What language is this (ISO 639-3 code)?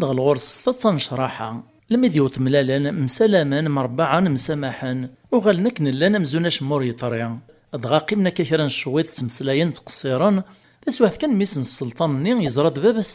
kab